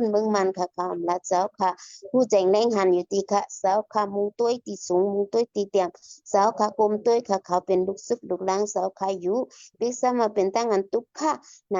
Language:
Shan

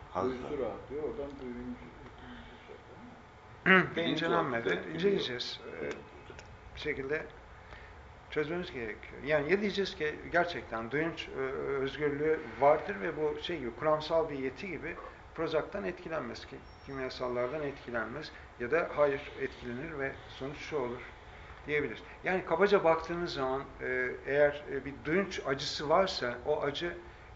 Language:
Turkish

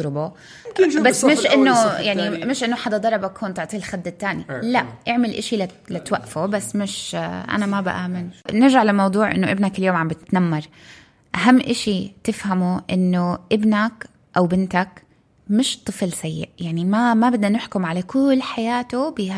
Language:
North Levantine Arabic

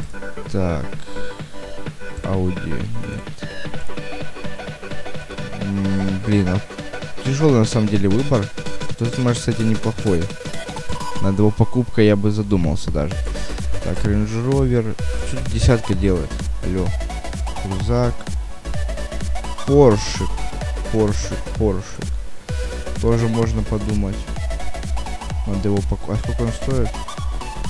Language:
Russian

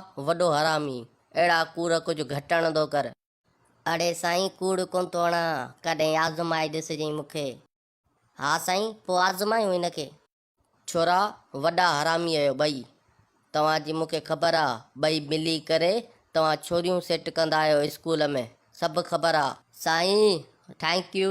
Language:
Sindhi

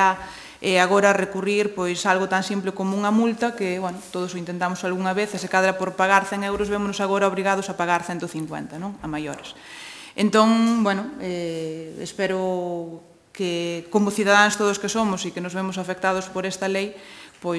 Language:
Galician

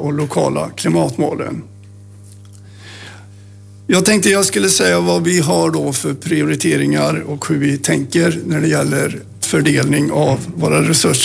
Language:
Swedish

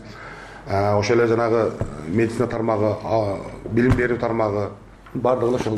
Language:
Kyrgyz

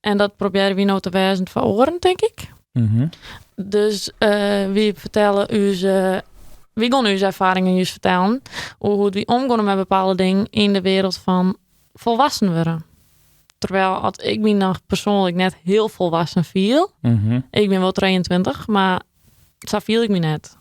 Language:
Western Frisian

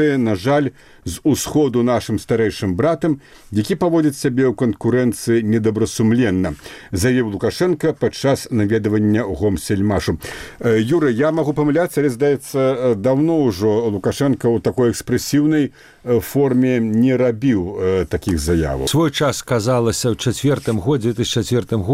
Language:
Belarusian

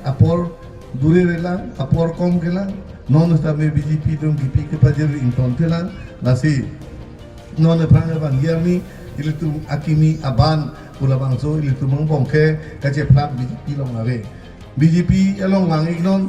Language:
Karbi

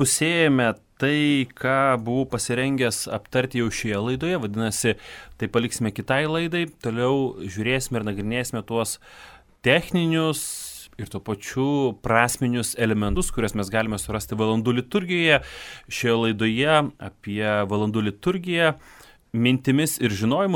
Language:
Lithuanian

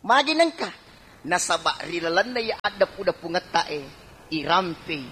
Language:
Buginese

